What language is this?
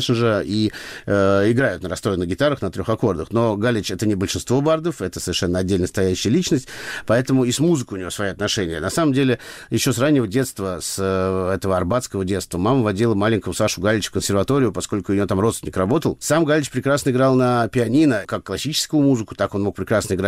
Russian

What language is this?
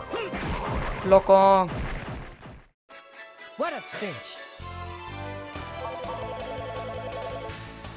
German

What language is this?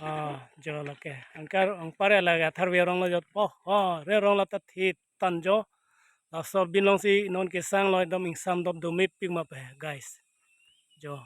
Karbi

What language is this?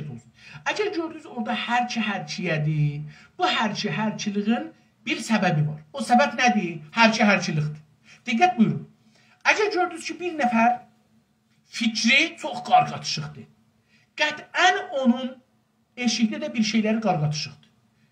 South Azerbaijani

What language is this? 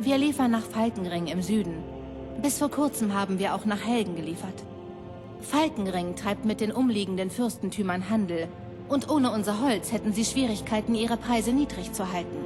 Bavarian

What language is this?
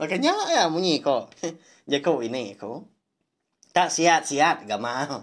Iban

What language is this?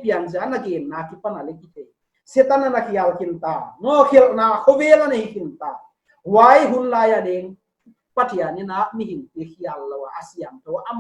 Paite Chin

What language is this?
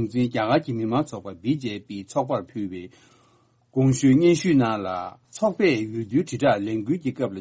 Tibetan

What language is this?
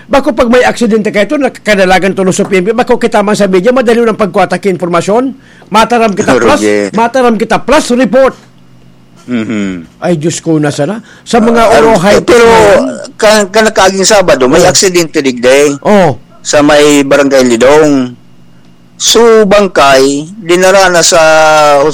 Bikol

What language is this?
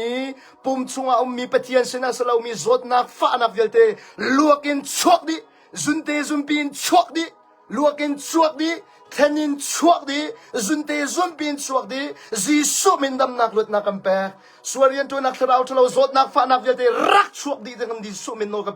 Hakha Chin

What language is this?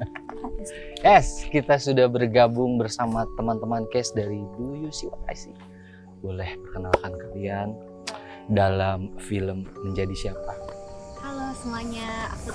Indonesian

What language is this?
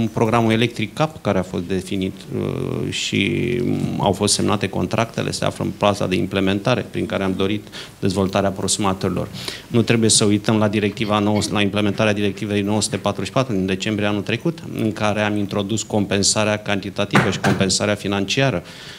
Romanian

